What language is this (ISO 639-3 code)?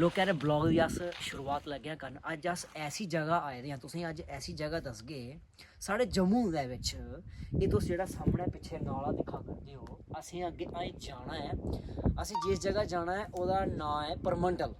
doi